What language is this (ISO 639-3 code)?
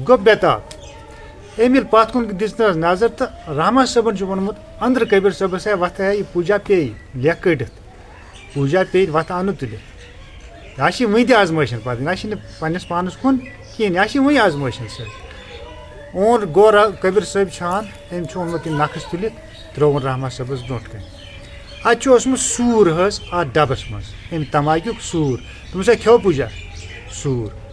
kas